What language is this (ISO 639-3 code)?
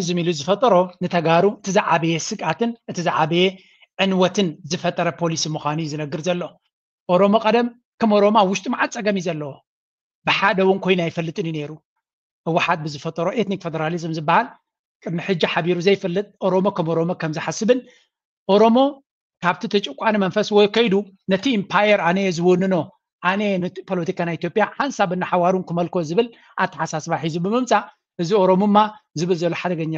tir